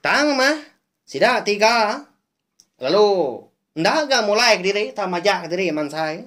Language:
Iban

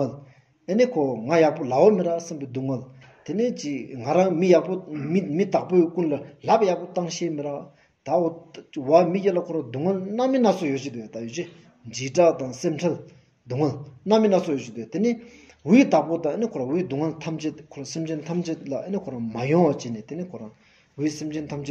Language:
Stod Bhoti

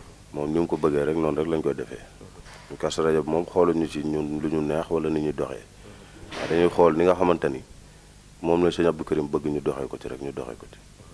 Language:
Wolof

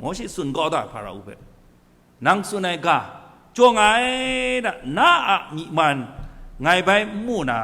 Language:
Kachin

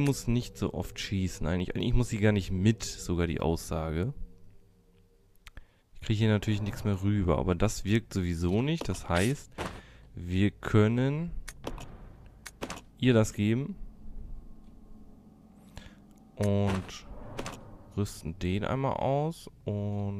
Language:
German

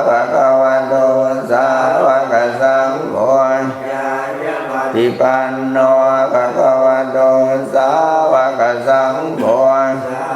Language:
Pali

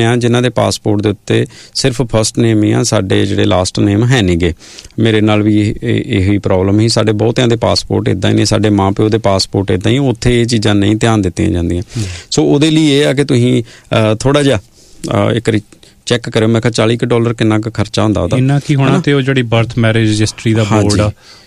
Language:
Punjabi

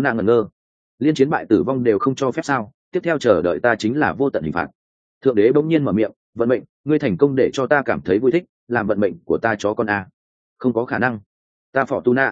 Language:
Vietnamese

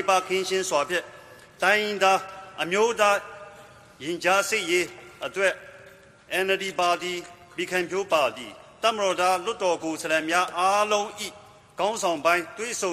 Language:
Burmese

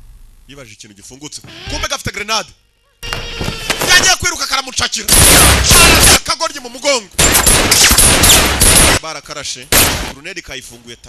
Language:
Kinyarwanda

